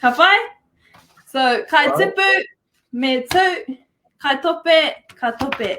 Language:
Māori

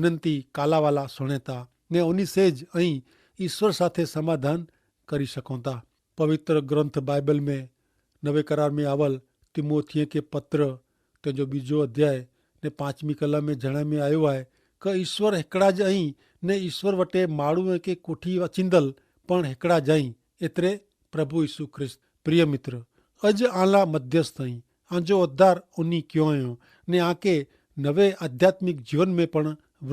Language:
Kachhi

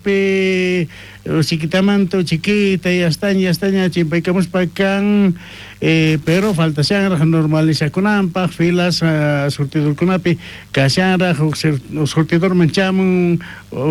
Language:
South Bolivian Quechua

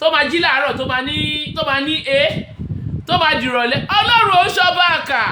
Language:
Yoruba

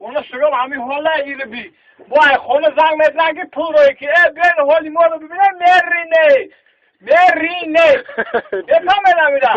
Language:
Tajik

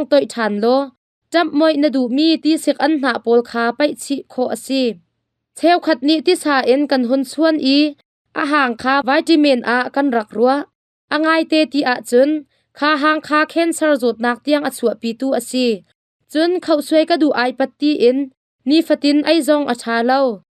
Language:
Hakha Chin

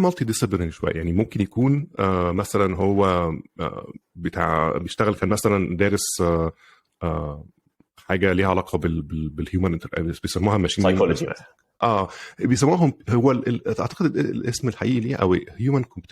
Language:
Egyptian Arabic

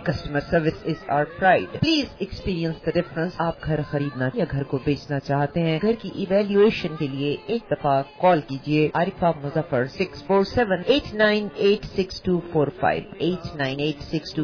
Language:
Urdu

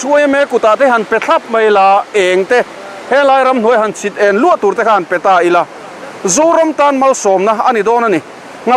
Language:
Mizo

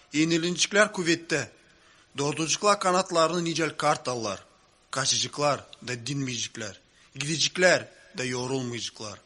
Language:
Gagauz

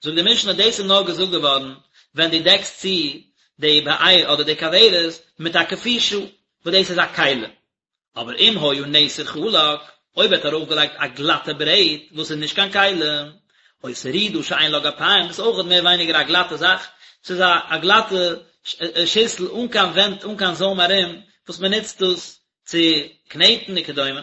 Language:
Yiddish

